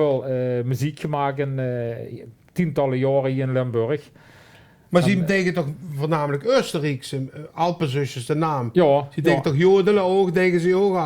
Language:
Limburgish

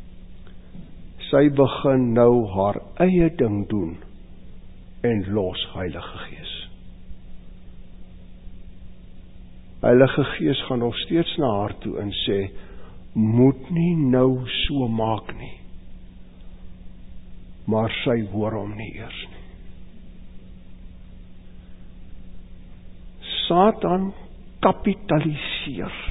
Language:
Afrikaans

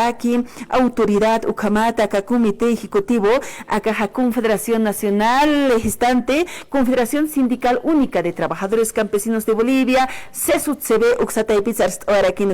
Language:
Aymara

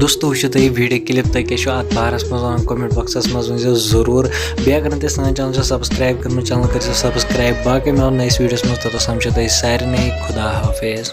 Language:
Kashmiri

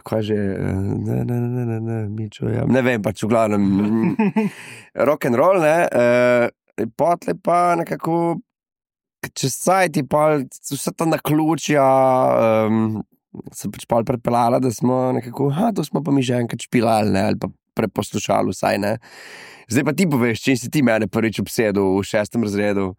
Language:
Slovenian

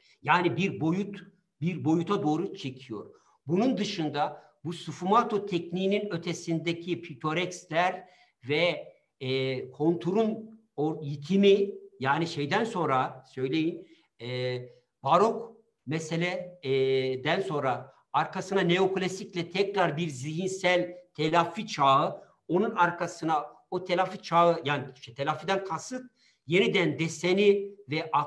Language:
Turkish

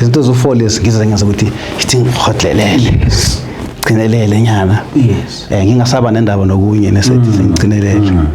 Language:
Zulu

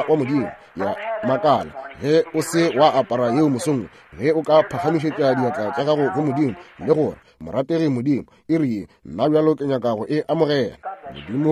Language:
Northern Sotho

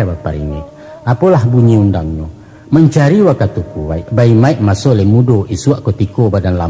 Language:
Minangkabau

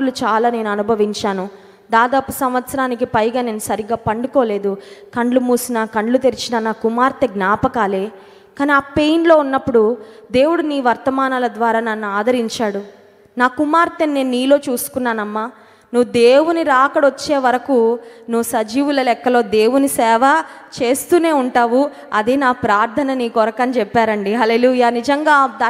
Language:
Telugu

